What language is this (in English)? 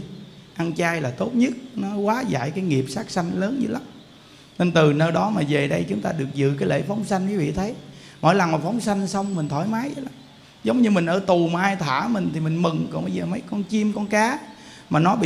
Vietnamese